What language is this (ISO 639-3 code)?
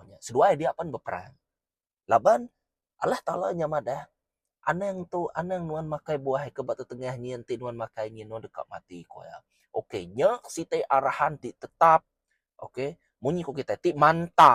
iba